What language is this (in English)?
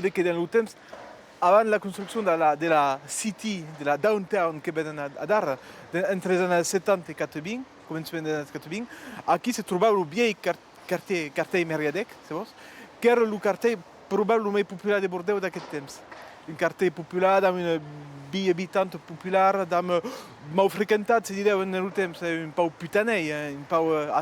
Occitan